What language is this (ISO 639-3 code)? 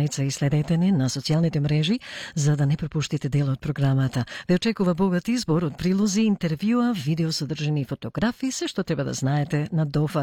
mkd